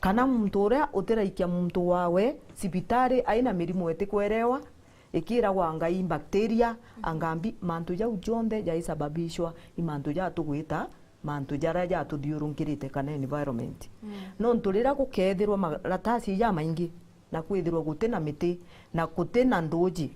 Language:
Meru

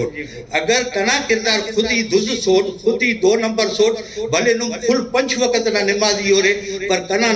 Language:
Brahui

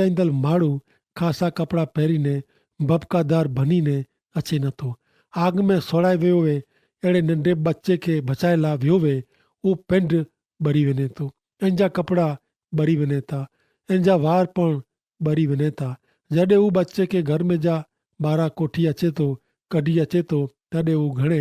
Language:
Kachhi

